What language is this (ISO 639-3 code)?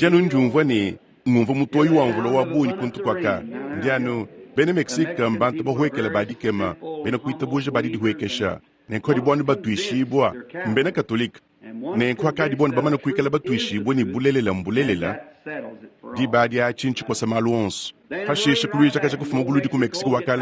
lua